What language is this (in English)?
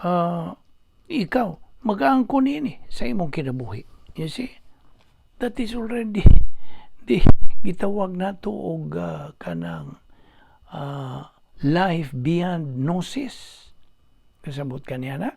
Cebuano